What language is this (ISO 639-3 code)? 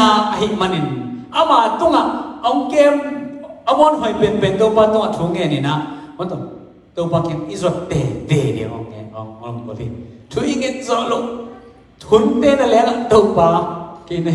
ctd